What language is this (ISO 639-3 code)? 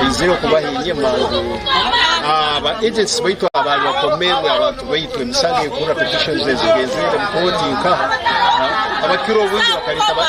nyn